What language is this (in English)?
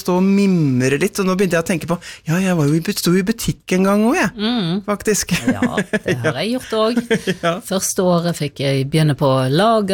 Norwegian